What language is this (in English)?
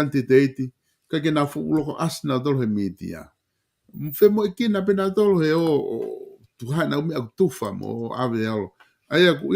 Tongan